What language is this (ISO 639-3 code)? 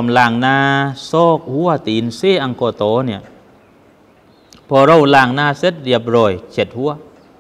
tha